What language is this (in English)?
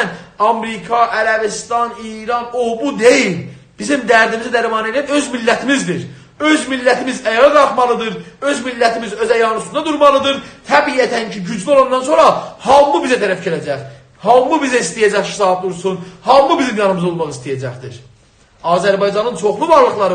South Azerbaijani